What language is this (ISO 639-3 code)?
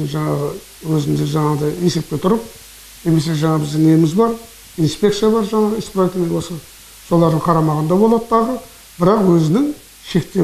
kaz